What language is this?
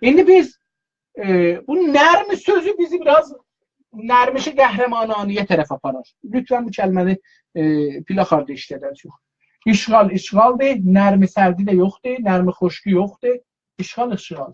South Azerbaijani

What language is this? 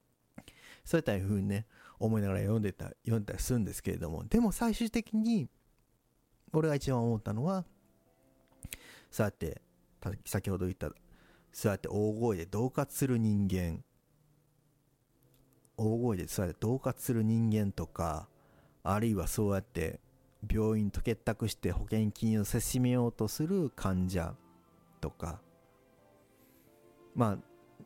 Japanese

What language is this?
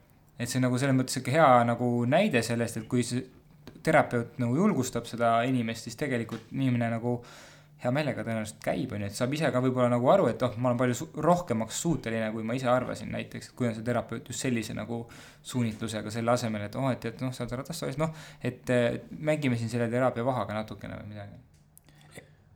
Estonian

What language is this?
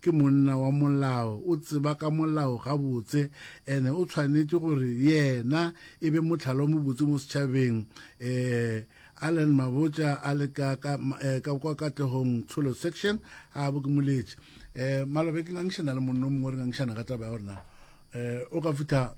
Northern Sotho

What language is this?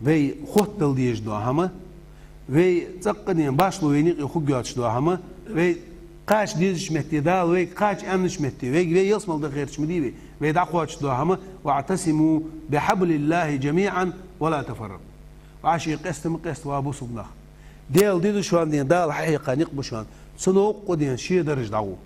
Ingush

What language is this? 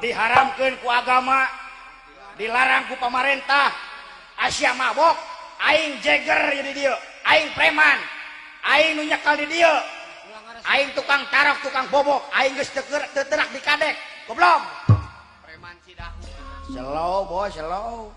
Sundanese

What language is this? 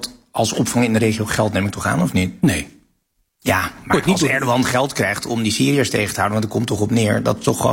Dutch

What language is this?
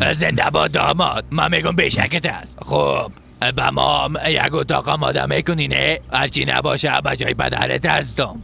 Persian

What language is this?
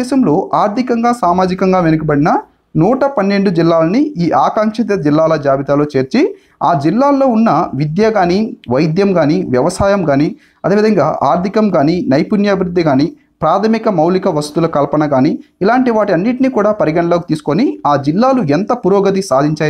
Telugu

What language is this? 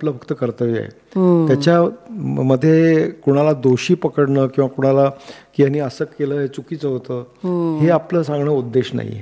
Marathi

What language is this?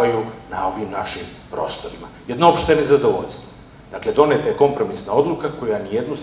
Serbian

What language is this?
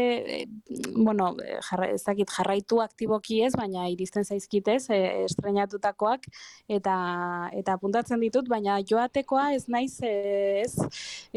Basque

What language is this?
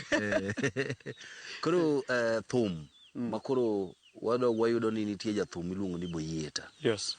Luo (Kenya and Tanzania)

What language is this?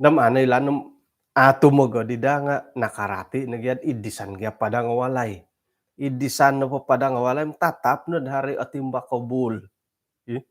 Central Dusun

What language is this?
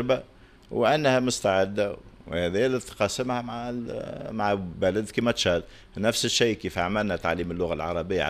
Tunisian Arabic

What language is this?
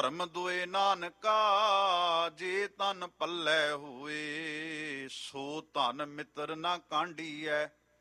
Punjabi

